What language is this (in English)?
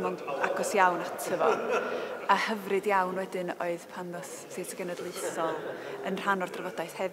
Welsh